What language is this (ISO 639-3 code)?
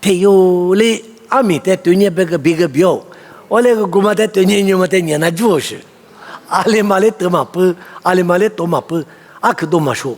lis